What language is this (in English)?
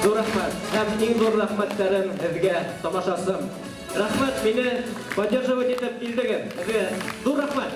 Bashkir